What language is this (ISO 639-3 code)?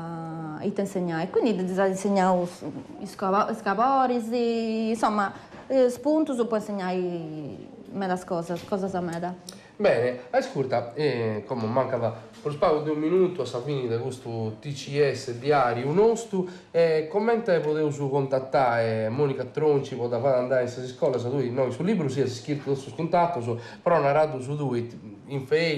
srd